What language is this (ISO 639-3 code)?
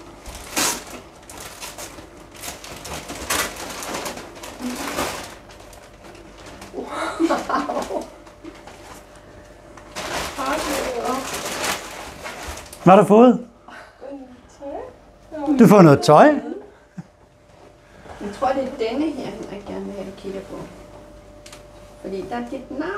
dan